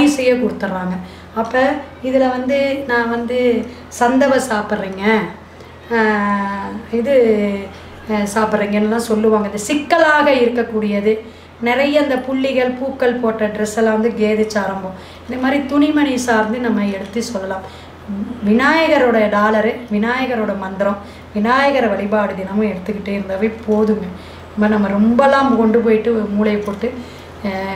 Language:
Tamil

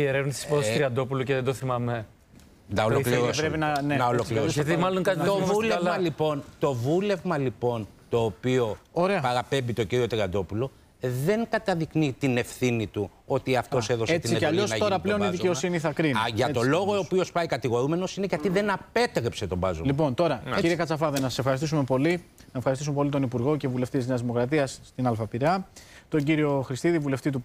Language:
Greek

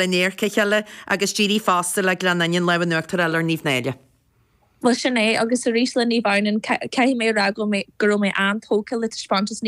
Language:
Irish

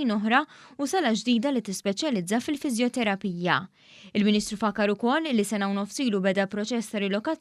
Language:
Maltese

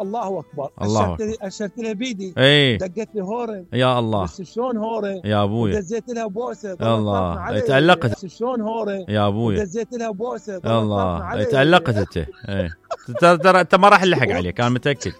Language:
Mesopotamian Arabic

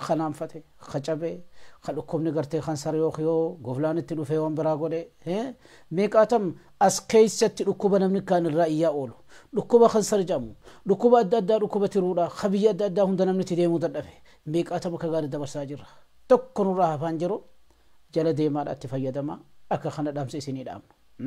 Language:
Oromo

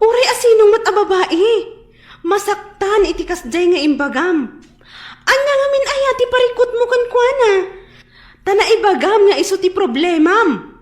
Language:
Iloko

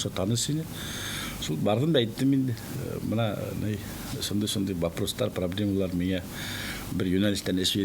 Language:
Bashkir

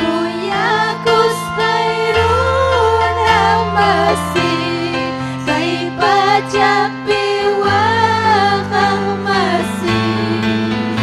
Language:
Ayacucho Quechua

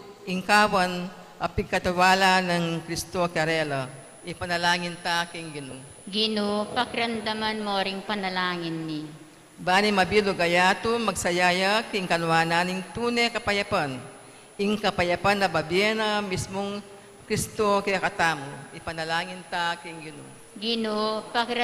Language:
Pampanga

